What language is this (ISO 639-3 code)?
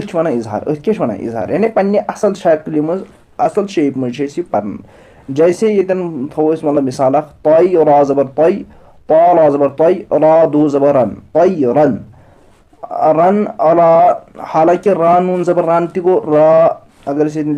kas